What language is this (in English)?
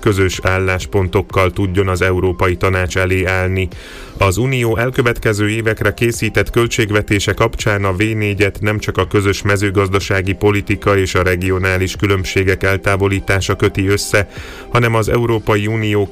Hungarian